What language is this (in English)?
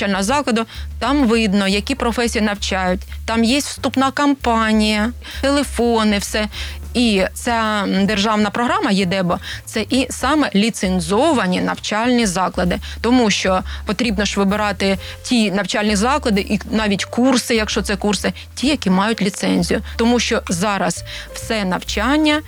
Ukrainian